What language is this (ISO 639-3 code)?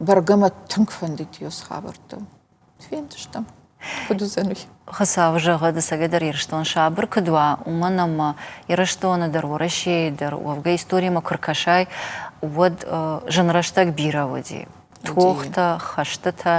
oss